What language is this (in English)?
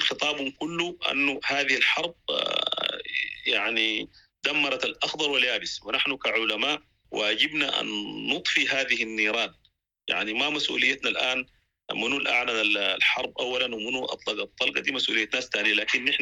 Sudanese Arabic